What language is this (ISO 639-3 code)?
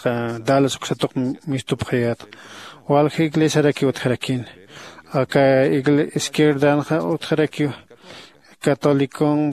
aym